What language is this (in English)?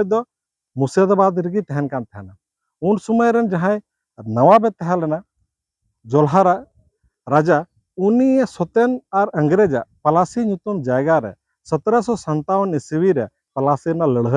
Santali